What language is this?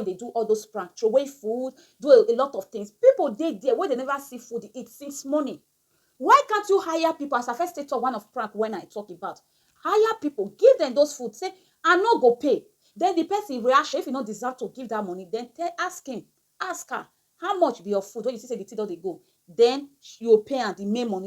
Nigerian Pidgin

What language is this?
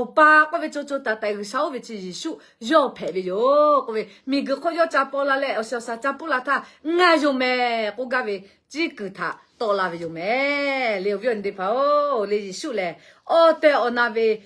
Lahu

